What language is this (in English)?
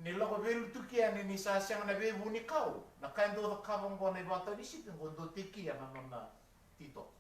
Fijian